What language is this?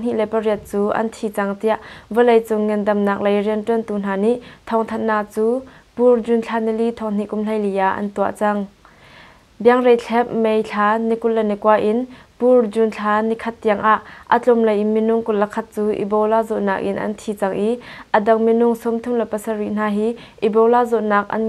Hakha Chin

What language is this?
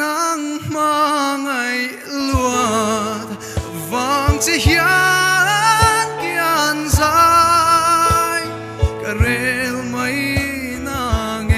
Mizo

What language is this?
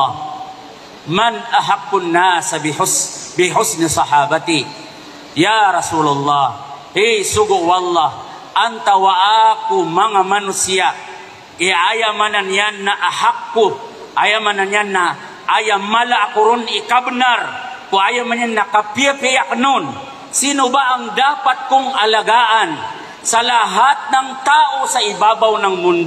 Maranao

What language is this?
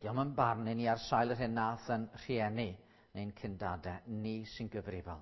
Welsh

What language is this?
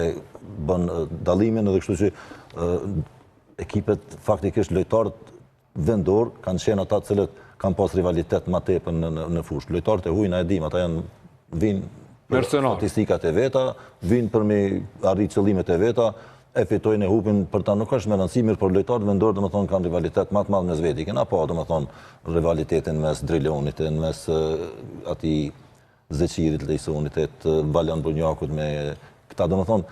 Albanian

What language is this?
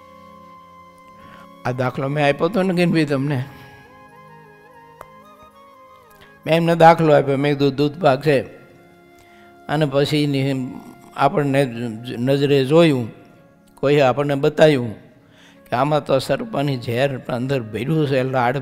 Gujarati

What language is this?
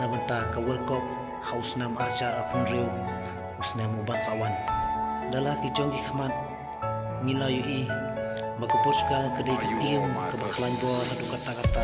Khasi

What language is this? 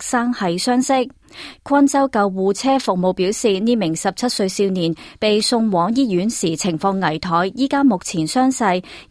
Cantonese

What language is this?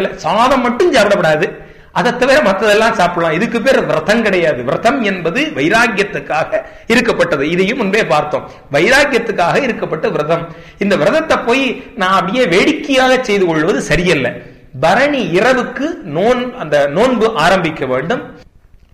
Tamil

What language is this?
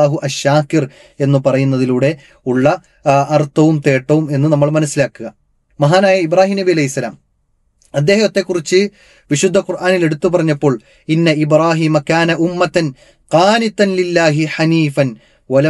Malayalam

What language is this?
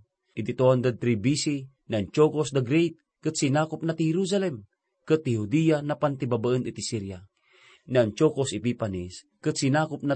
Iloko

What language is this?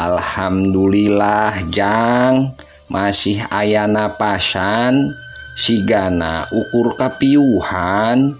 Sundanese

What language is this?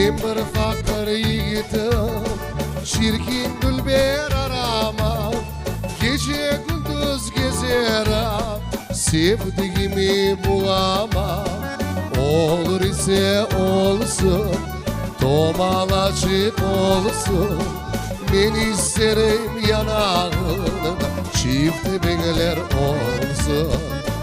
Crimean Tatar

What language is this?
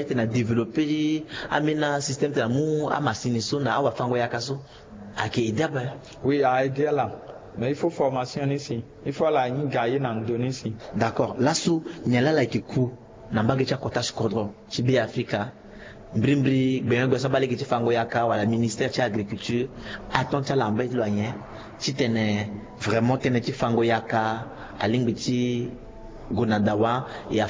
Sango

